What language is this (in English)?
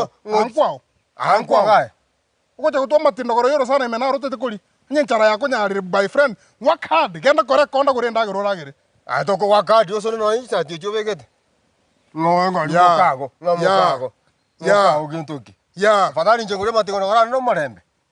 Gusii